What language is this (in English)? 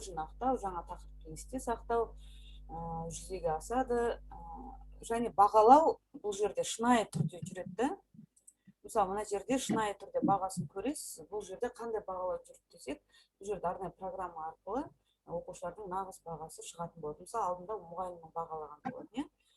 Kazakh